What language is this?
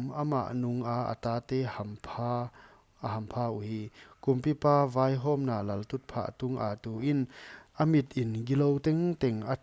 Paite Chin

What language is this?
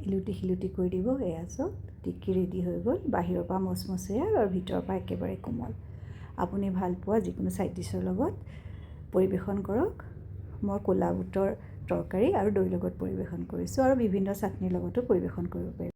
Assamese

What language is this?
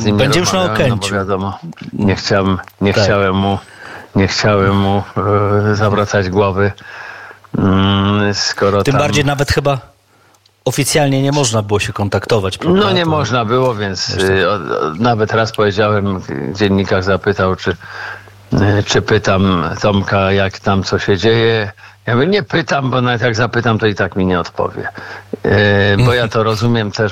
Polish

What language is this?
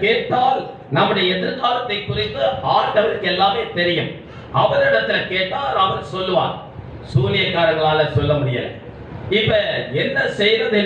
Tamil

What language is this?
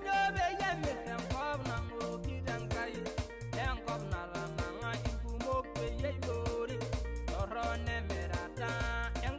Masai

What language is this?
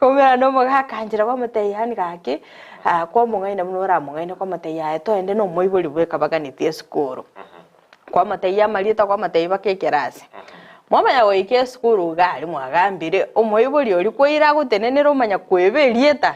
Gusii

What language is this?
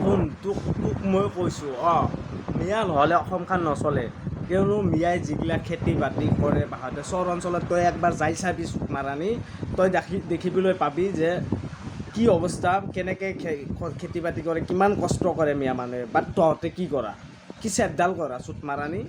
Assamese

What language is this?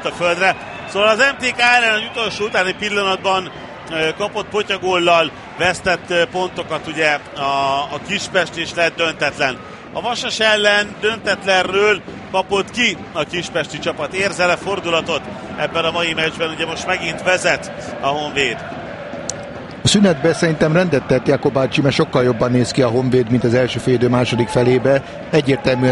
Hungarian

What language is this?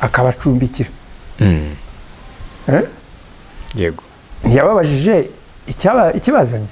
Kinyarwanda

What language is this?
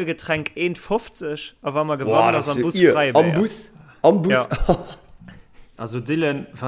Luxembourgish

